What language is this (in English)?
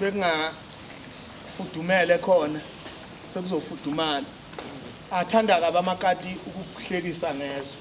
Zulu